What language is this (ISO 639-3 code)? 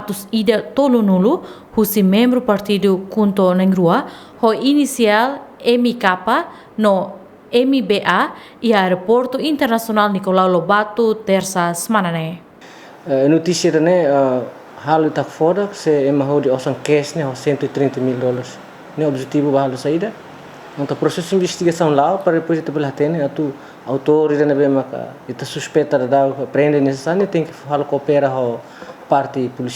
tet